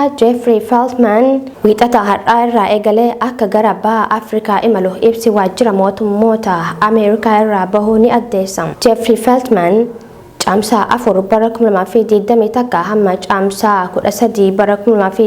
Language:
Oromo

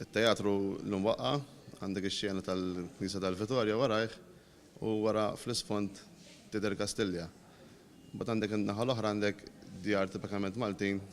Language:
Maltese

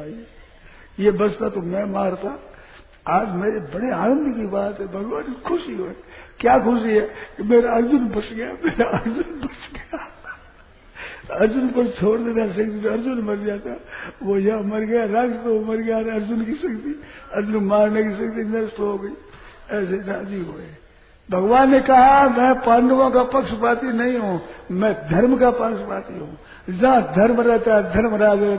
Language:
Hindi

